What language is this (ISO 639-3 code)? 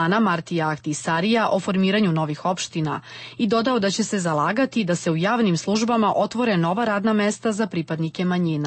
srp